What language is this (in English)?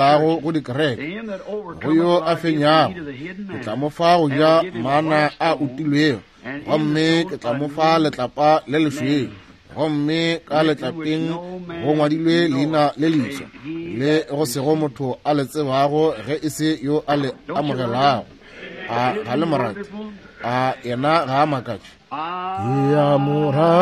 Northern Sotho